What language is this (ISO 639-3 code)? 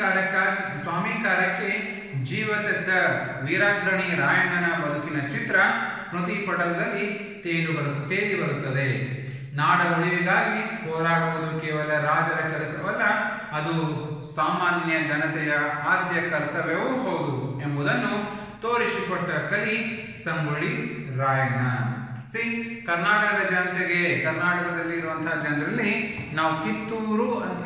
kan